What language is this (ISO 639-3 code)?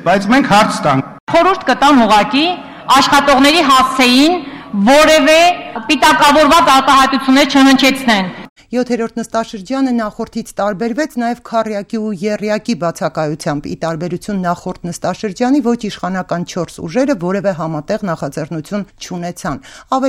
hye